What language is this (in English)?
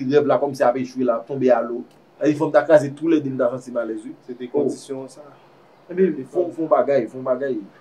Haitian Creole